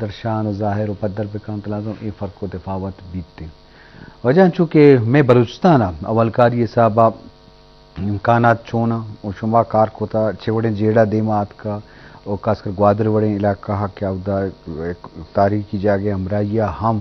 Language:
Eastern Balochi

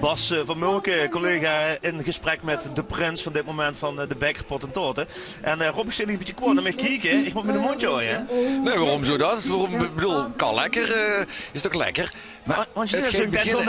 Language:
Limburgish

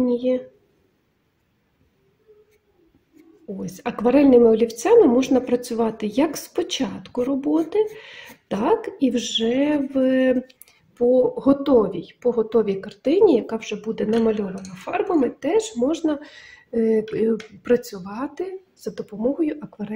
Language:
Ukrainian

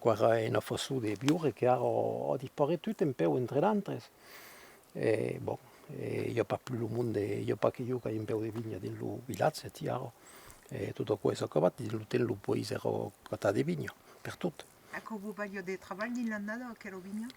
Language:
Occitan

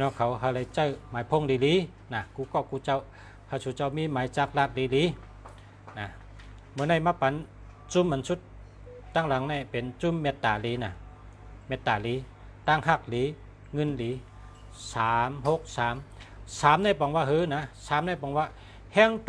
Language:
Shan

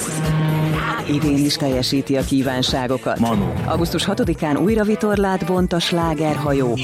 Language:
Hungarian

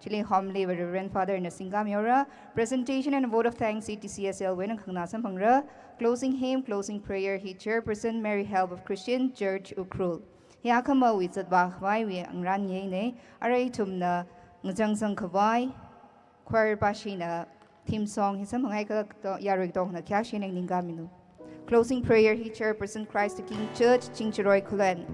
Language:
Tangkhul Naga (India)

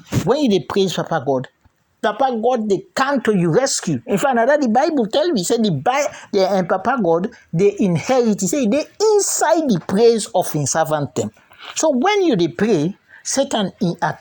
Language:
Krio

